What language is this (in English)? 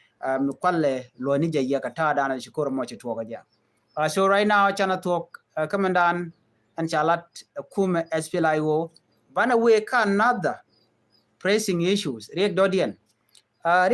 Nuer